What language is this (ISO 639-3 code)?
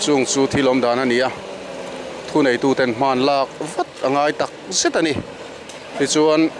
lus